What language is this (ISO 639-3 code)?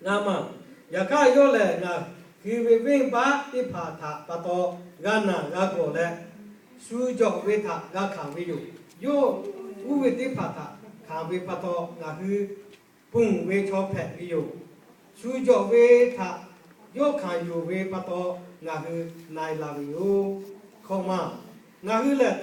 lhu